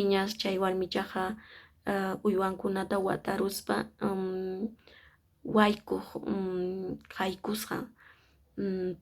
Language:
Quechua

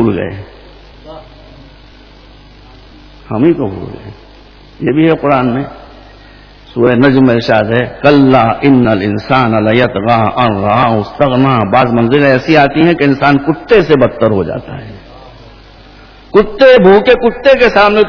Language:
Urdu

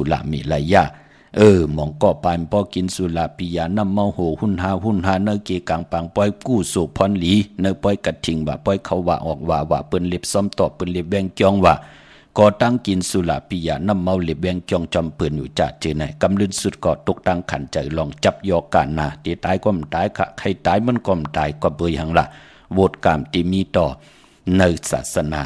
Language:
Shan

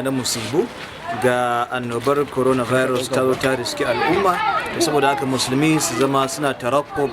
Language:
Hausa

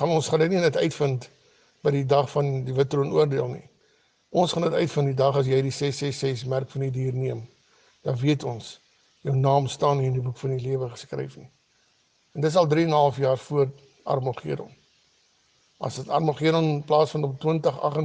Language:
Afrikaans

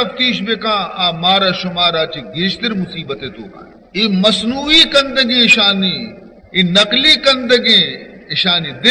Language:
Baluchi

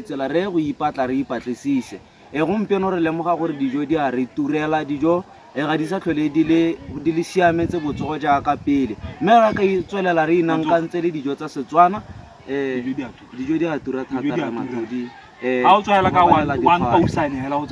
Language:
Tswana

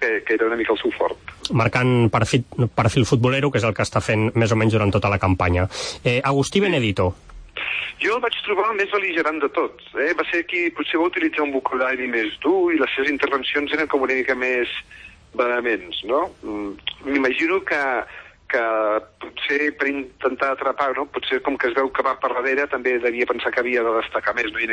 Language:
Catalan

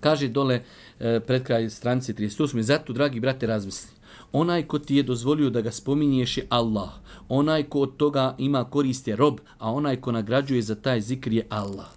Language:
Bosnian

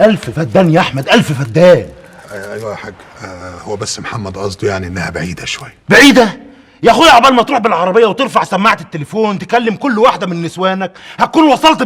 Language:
Egyptian Arabic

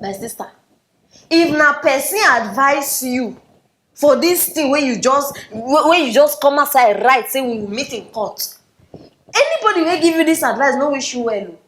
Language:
Nigerian Pidgin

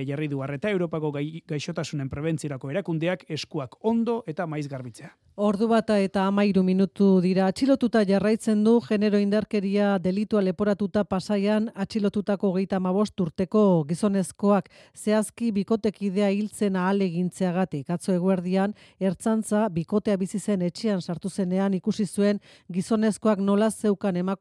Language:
Basque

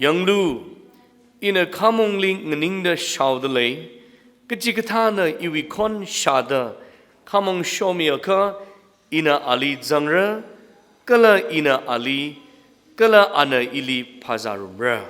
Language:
Tangkhul Naga (India)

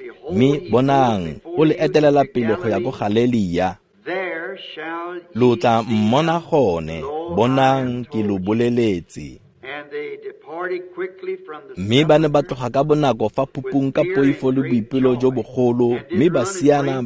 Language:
Tswana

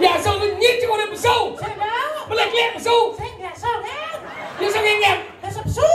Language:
Balinese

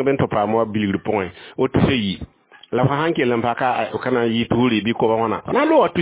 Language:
Mossi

